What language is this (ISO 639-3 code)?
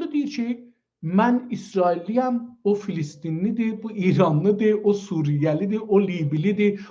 azb